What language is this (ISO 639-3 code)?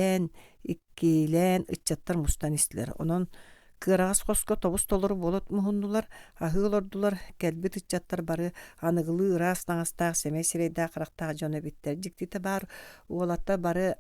sah